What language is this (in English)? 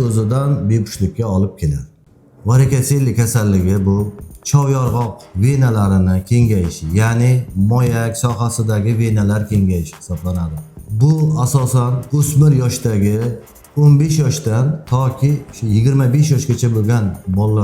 Uzbek